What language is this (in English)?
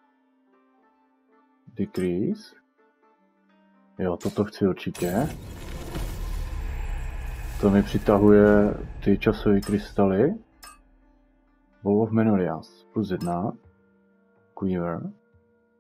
Czech